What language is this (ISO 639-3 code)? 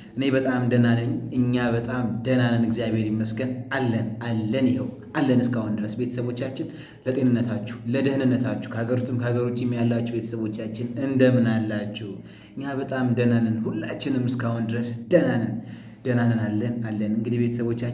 amh